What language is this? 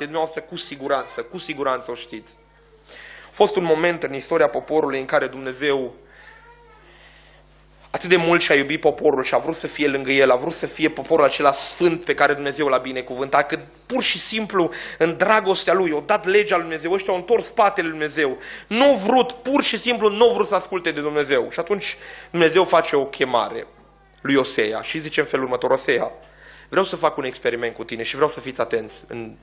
Romanian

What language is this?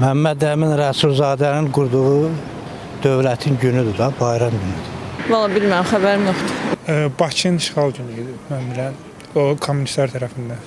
Azerbaijani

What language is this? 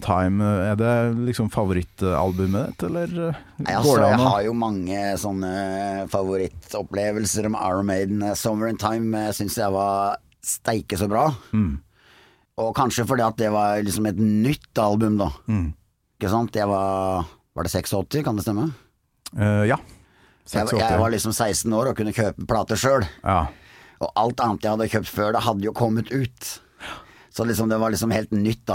Norwegian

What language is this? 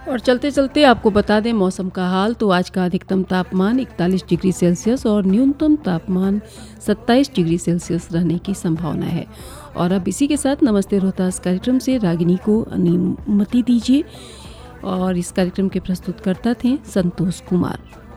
Hindi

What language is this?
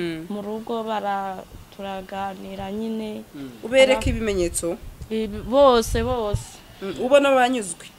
Kinyarwanda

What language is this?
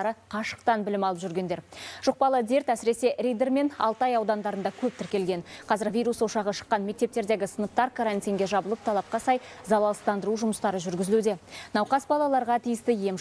Kazakh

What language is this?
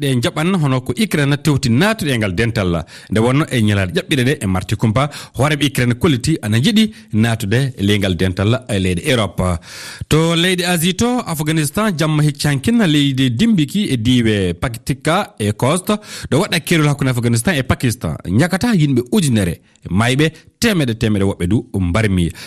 Fula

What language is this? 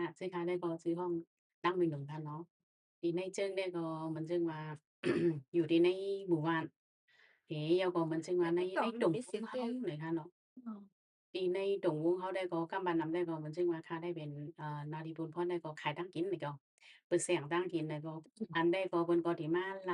Shan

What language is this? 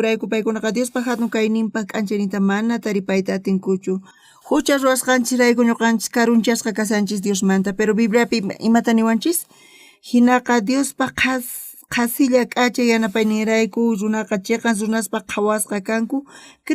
South Bolivian Quechua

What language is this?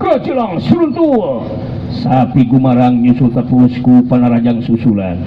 Sundanese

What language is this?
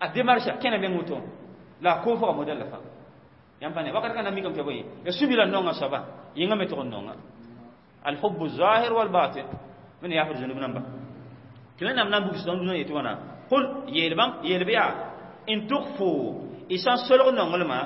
Mossi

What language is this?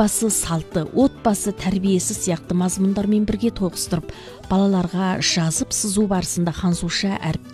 Kazakh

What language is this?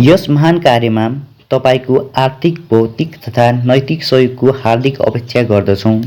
Nepali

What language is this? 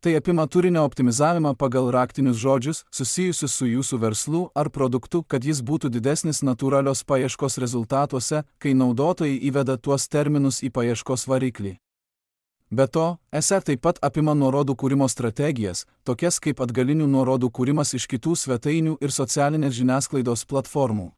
Lithuanian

